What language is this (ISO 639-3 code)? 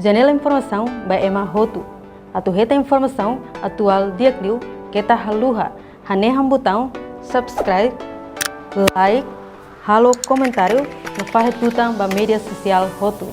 tet